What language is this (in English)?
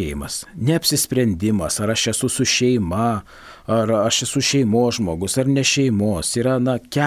Lithuanian